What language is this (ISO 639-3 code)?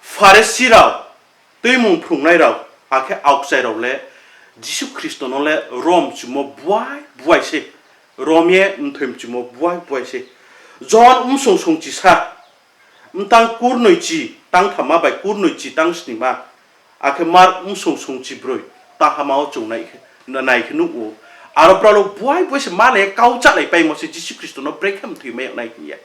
ria